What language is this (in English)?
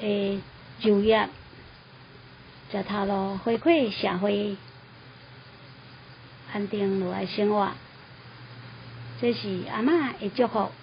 Min Nan Chinese